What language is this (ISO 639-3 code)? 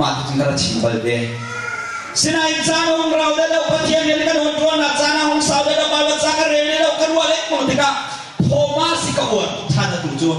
cnh